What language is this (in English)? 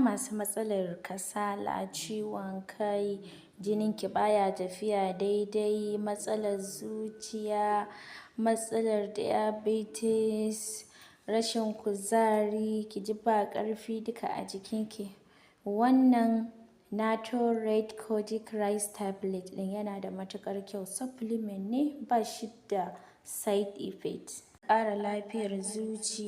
Hausa